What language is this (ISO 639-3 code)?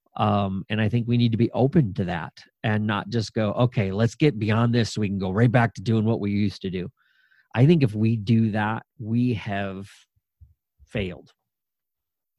eng